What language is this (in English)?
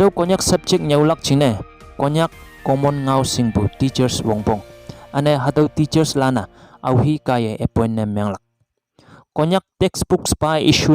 Konyak Naga